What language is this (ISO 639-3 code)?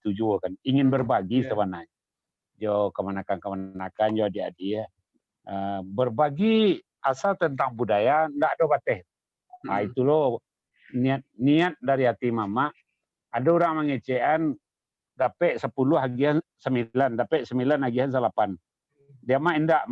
min